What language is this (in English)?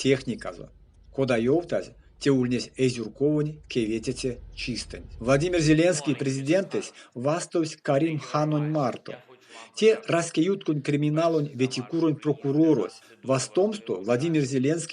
Erzya